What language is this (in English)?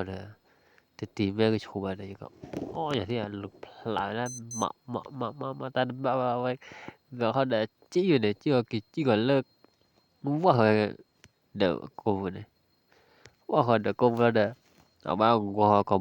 S'gaw Karen